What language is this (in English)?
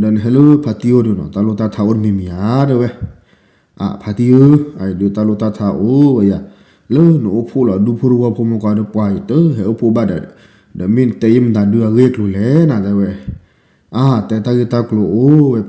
S'gaw Karen